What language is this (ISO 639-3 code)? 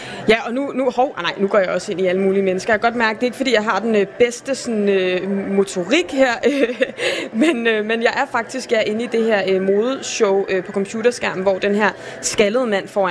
dan